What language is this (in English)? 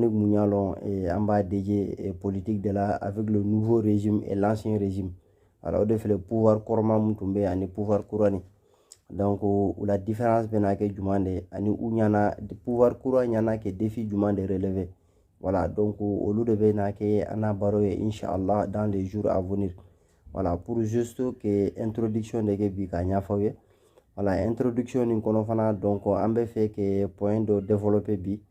Bambara